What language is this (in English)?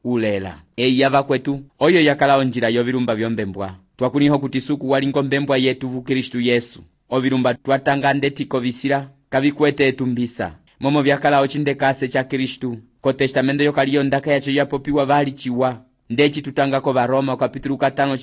Umbundu